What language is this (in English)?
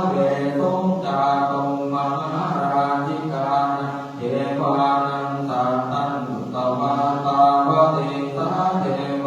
Pali